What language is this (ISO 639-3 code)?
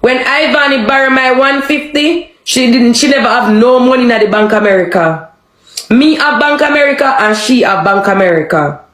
jam